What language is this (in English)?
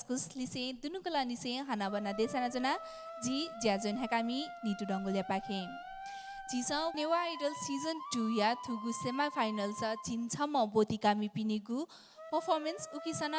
Newari